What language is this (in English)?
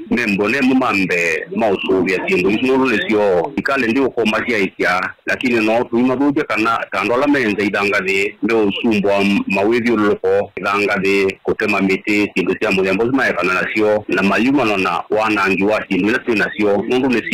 Kamba